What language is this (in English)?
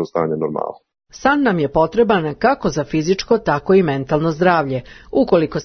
Serbian